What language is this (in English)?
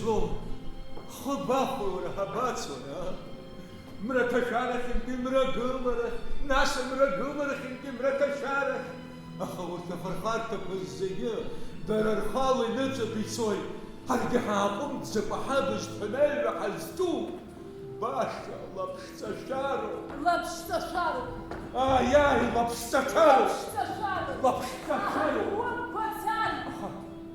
Abkhazian